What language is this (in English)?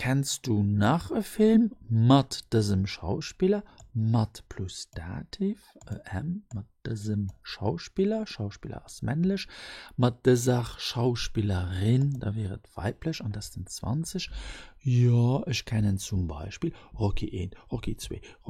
Luxembourgish